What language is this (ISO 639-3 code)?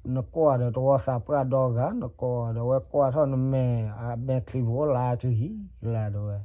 ksw